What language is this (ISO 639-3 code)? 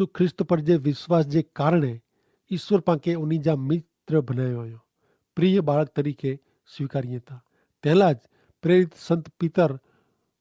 kfr